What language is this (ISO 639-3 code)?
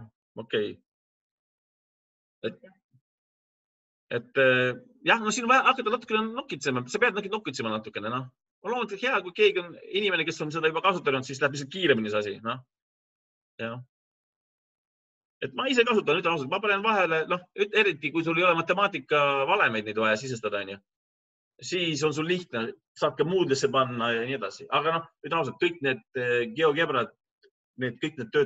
est